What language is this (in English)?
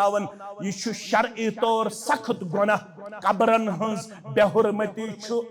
Kashmiri